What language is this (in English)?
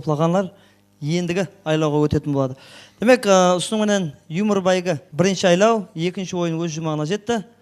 Kara-Kalpak